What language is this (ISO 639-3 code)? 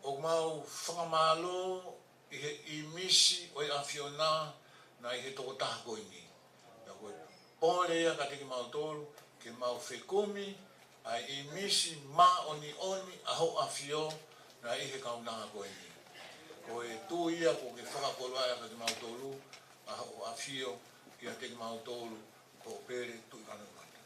ton